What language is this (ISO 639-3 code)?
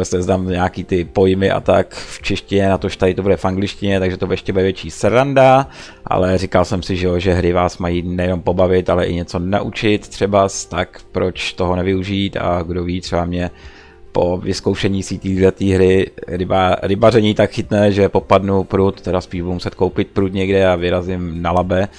ces